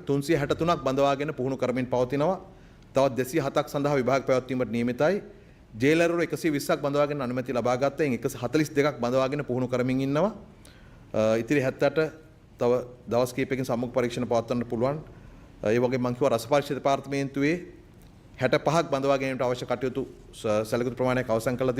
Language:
Sinhala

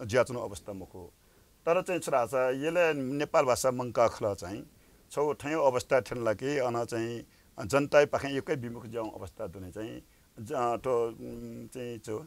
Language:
Newari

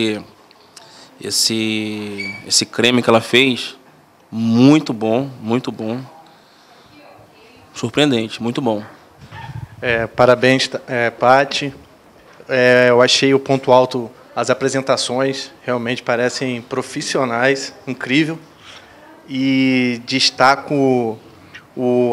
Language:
Portuguese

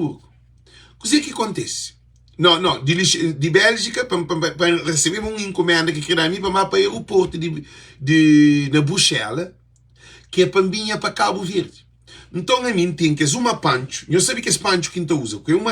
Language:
Kabuverdianu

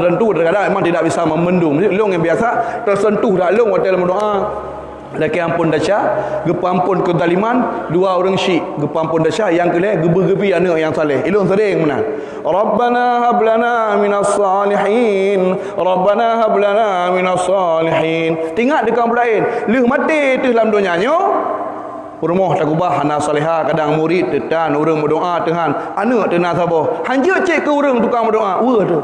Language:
Achinese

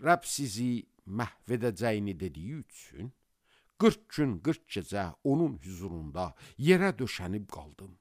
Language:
Azerbaijani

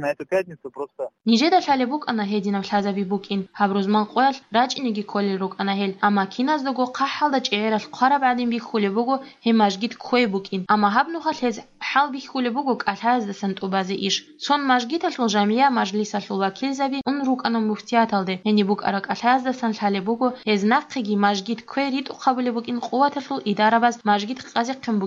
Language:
Georgian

